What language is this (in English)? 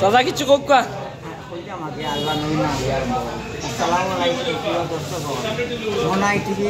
Sylheti